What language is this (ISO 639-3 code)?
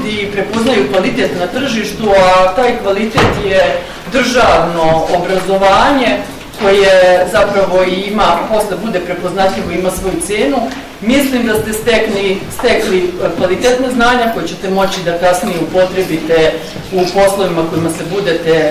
srp